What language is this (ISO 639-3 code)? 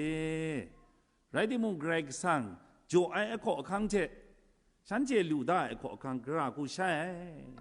kac